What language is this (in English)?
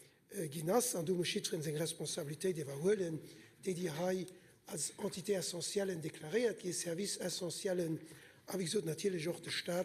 Luxembourgish